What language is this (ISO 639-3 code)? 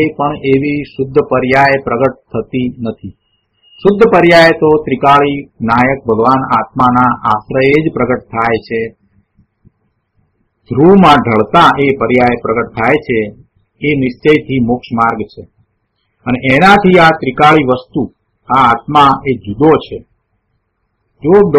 guj